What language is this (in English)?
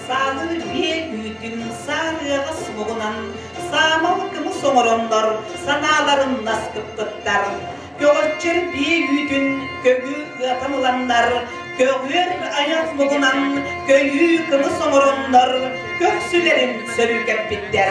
Yakut